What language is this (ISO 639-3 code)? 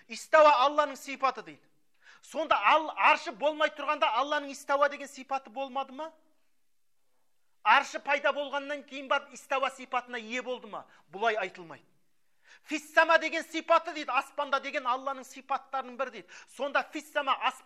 kaz